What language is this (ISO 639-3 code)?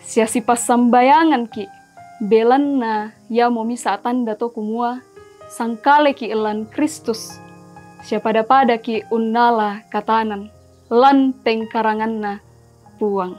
sda